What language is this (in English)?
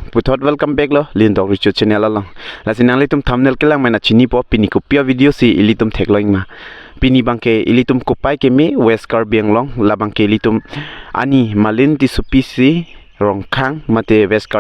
Karbi